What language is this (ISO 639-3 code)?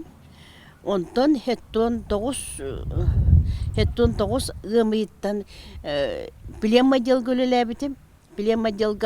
sah